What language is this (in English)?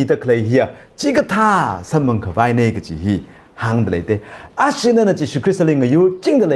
Tangkhul Naga (India)